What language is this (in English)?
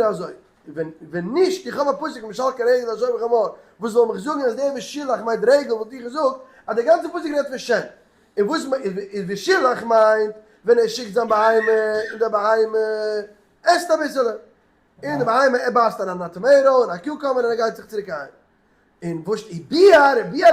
Yiddish